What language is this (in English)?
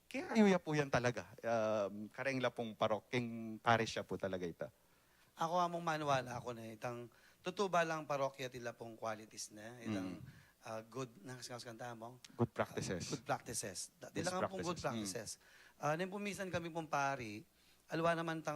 Pampanga